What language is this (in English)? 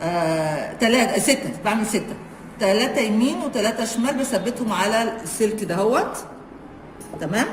Egyptian Arabic